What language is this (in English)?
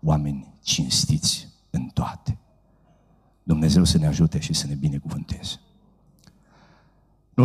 Romanian